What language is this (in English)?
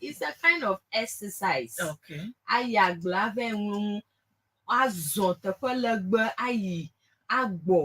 Ewe